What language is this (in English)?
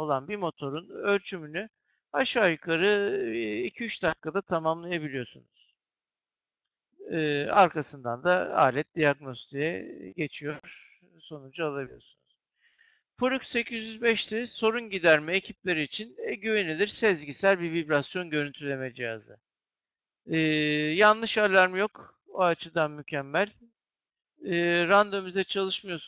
Turkish